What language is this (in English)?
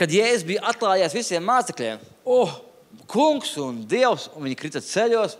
Latvian